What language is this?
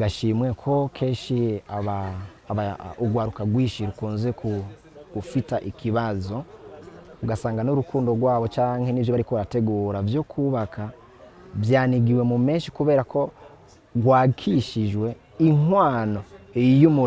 Rundi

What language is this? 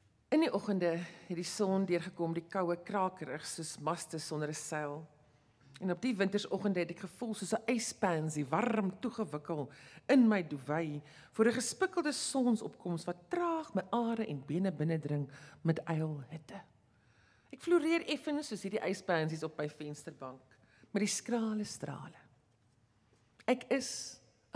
Afrikaans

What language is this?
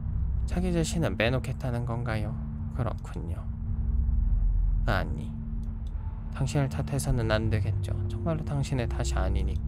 Korean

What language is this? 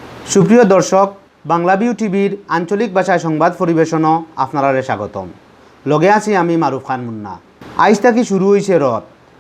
Sylheti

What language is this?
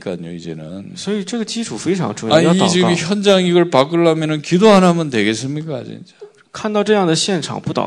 Korean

